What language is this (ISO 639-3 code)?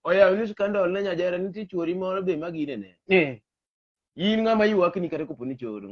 luo